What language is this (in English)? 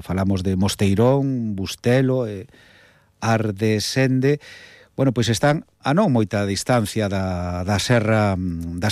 Galician